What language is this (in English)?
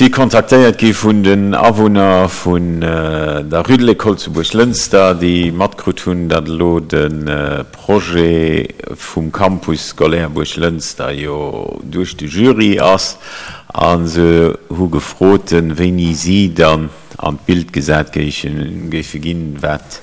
Luxembourgish